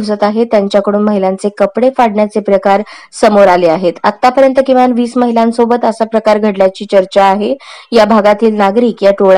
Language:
Marathi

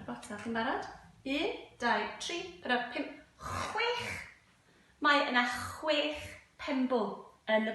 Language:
Welsh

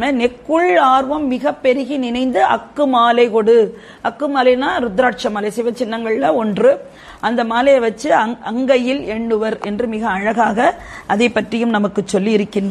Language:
Tamil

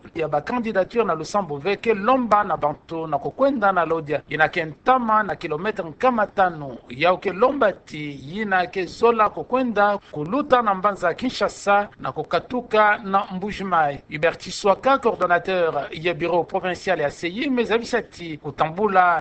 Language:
Kituba (Democratic Republic of Congo)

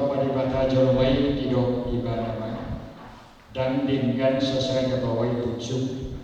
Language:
Batak Toba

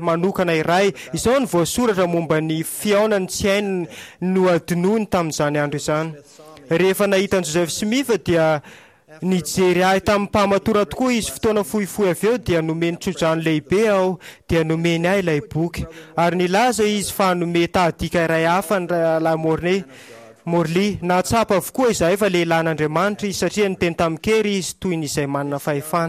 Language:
Malagasy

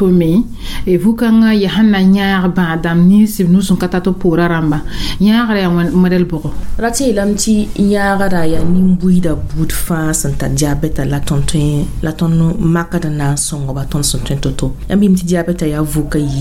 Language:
Mossi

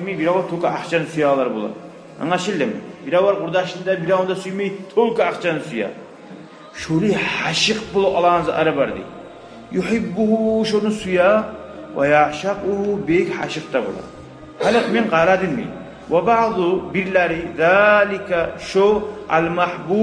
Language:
Kumyk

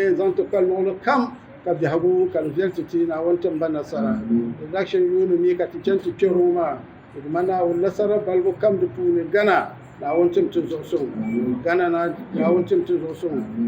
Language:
Dagbani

